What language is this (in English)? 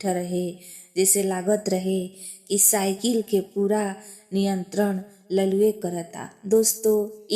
Bhojpuri